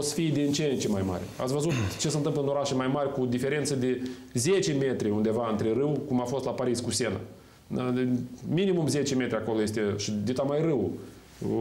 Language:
Romanian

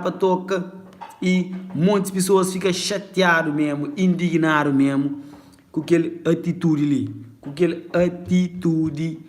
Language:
Kabuverdianu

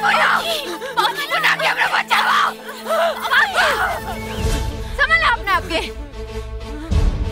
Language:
Bhojpuri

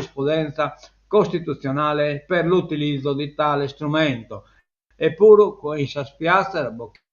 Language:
Sardinian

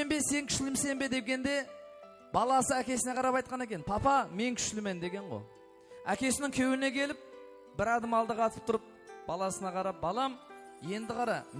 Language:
Kara-Kalpak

